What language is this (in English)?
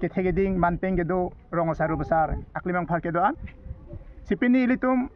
Karbi